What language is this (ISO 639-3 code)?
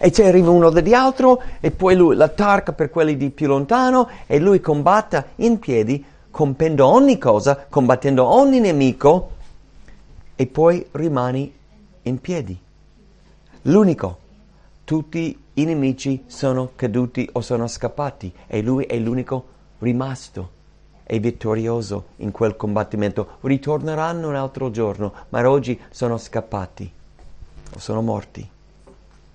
ita